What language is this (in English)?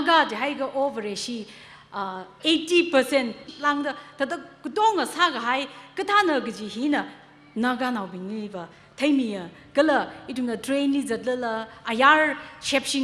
Tangkhul Naga (India)